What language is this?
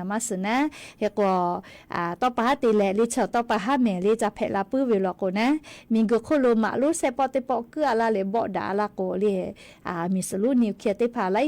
Lahu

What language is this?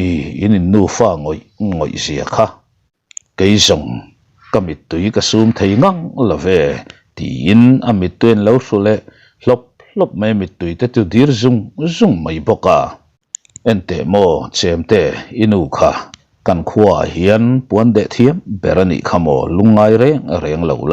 Mizo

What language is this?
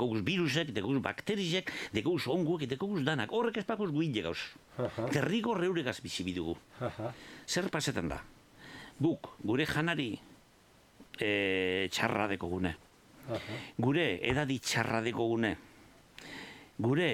Basque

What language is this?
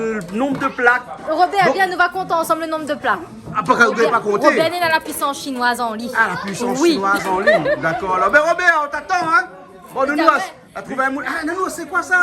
Réunion Creole French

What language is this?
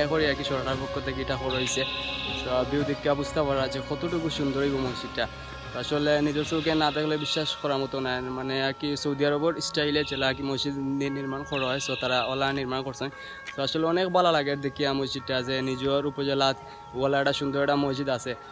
Sylheti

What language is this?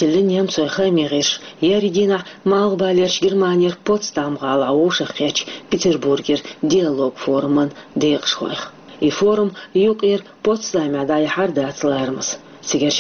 Chechen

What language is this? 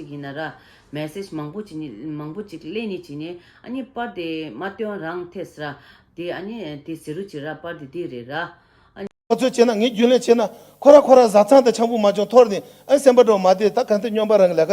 Tibetan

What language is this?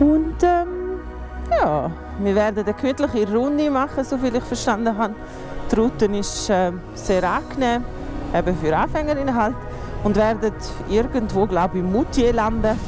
Swiss German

